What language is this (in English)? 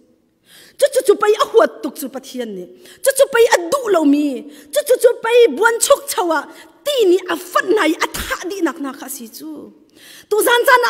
Hakha Chin